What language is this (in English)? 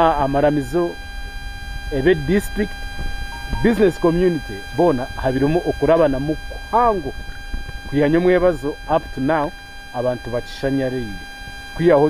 Nyankole